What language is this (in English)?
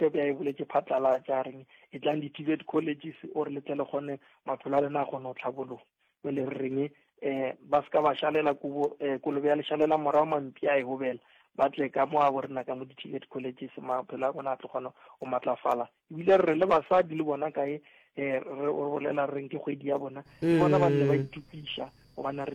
Northern Sotho